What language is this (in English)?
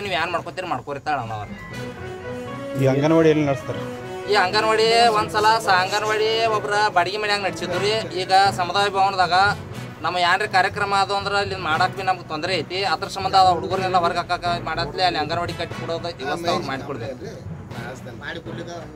Kannada